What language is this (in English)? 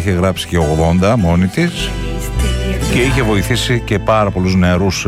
Greek